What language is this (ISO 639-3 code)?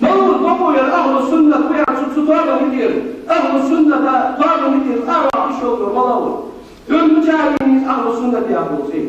inh